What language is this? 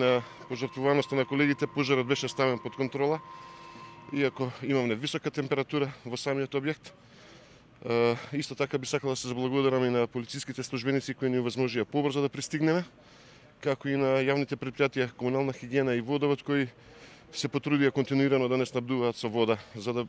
Macedonian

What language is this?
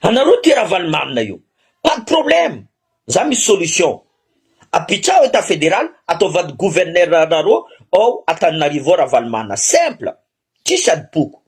Malagasy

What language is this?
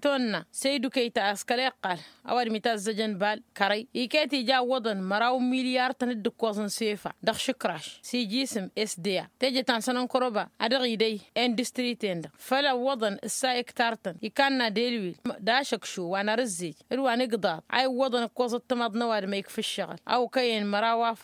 Tamasheq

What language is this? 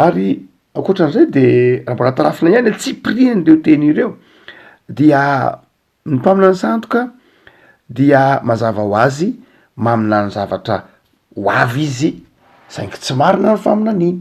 Malagasy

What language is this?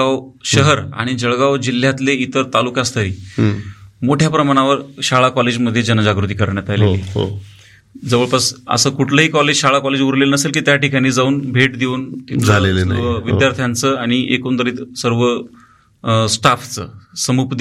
Marathi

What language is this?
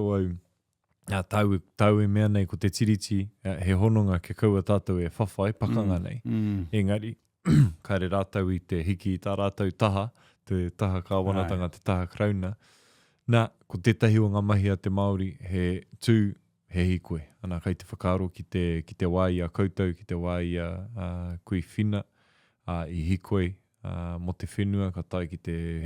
Māori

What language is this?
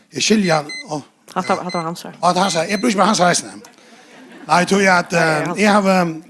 Faroese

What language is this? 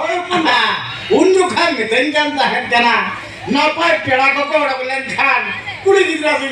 Santali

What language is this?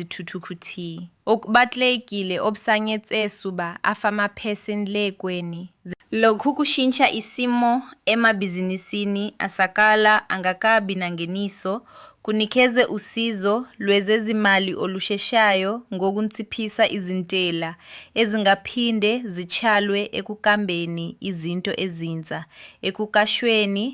Zulu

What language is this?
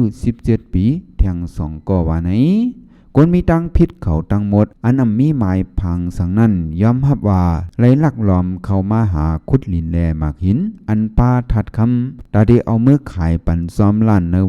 Shan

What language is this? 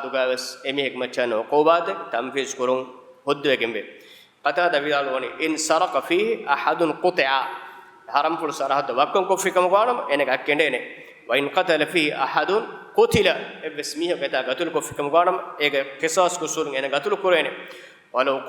Divehi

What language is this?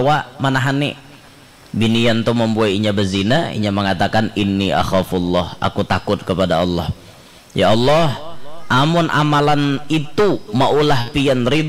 Banjar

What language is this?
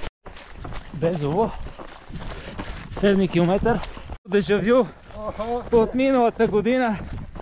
Bulgarian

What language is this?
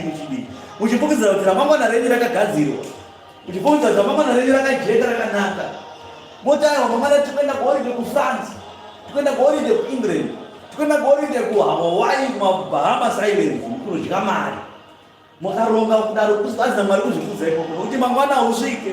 Shona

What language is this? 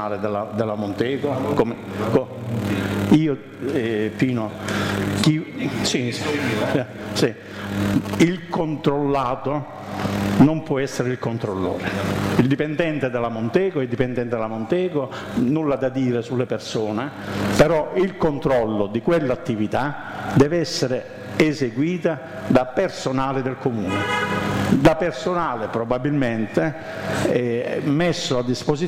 Italian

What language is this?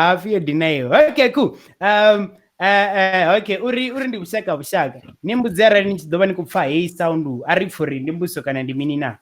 Venda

